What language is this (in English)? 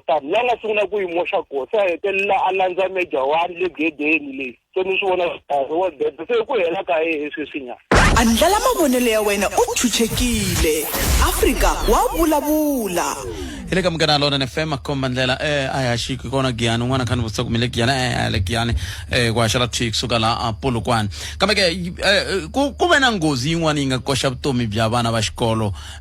Tsonga